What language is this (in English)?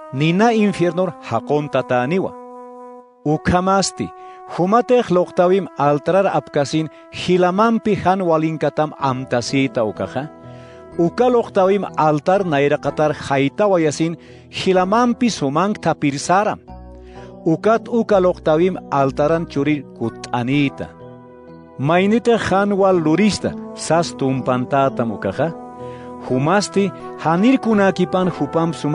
Aymara